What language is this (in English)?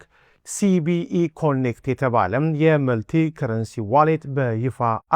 Amharic